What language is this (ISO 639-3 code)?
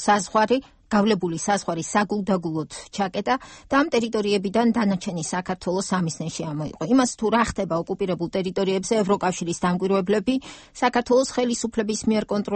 kat